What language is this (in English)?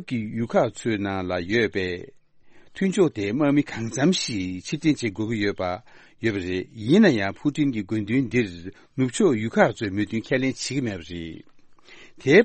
Tibetan